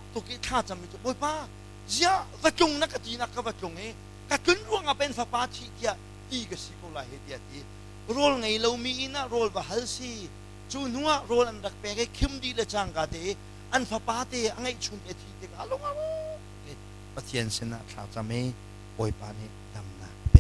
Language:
Hakha Chin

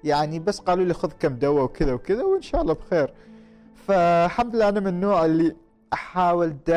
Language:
Gulf Arabic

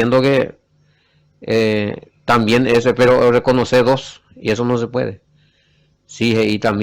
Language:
Guarani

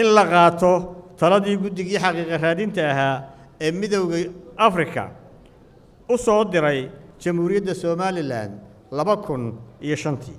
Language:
Somali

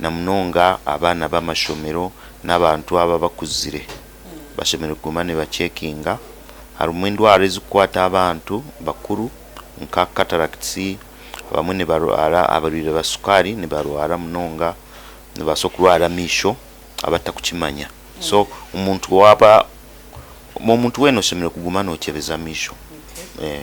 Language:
Nyankole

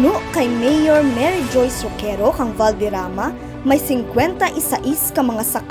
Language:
Kinaray-a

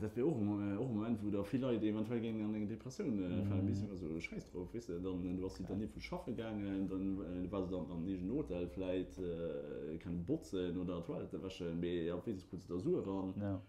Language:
Luxembourgish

